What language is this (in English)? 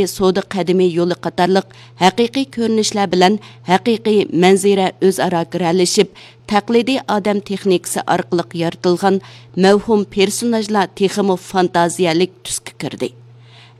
Uyghur